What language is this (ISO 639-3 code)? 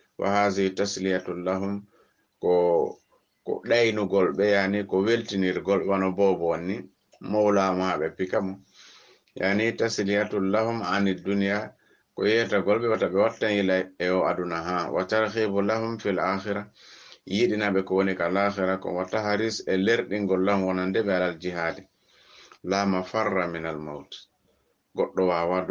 ful